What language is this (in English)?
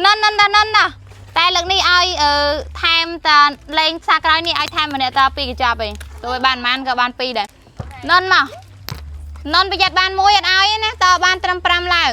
Khmer